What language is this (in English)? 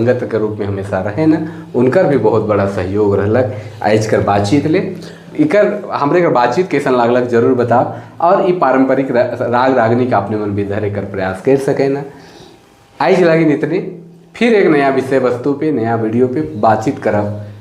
Sadri